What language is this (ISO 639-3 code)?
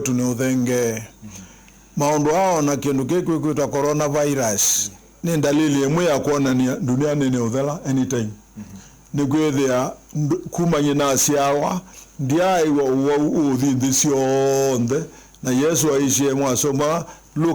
kam